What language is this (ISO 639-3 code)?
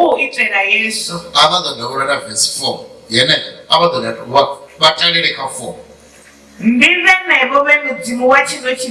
ven